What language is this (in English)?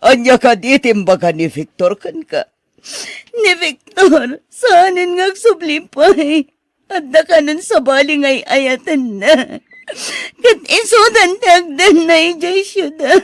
Iloko